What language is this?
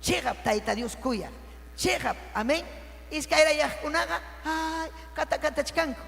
Ayacucho Quechua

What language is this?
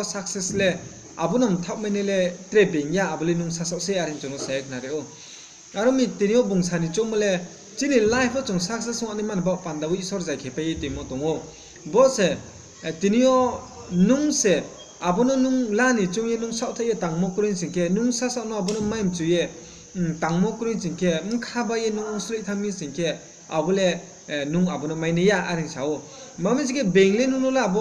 Riang (India)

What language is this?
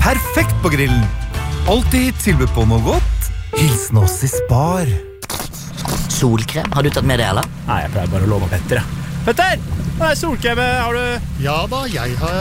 Norwegian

